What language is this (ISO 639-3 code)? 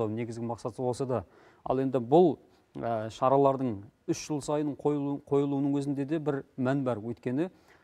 kaz